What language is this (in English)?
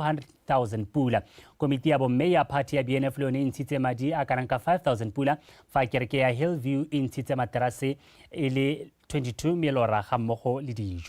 Tswana